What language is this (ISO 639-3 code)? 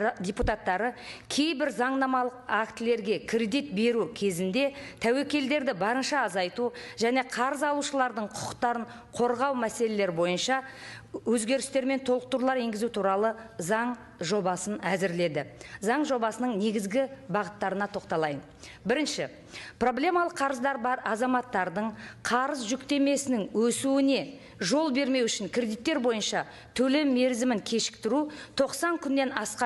kaz